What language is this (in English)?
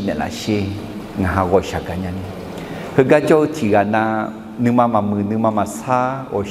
Akha